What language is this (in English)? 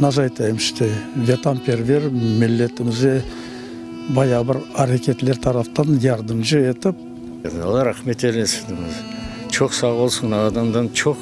Crimean Tatar